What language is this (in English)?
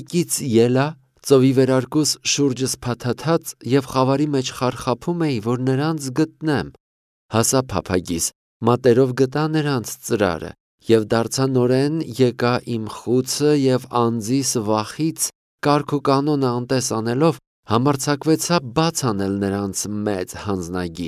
Armenian